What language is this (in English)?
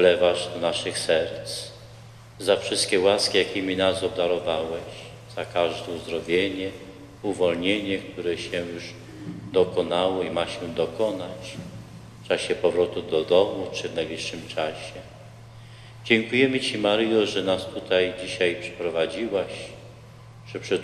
Polish